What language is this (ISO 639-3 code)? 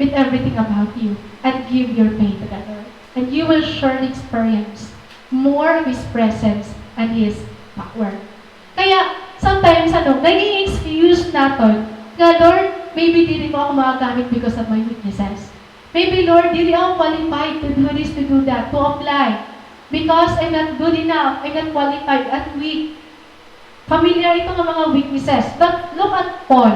war